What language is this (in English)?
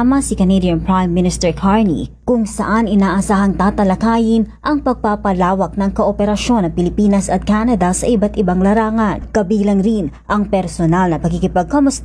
Filipino